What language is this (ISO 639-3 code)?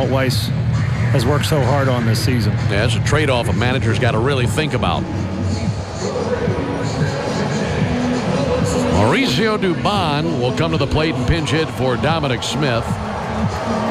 eng